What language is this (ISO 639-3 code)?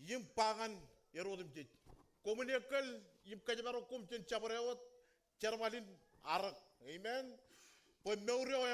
mah